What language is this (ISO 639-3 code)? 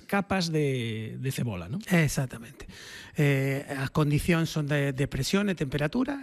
glg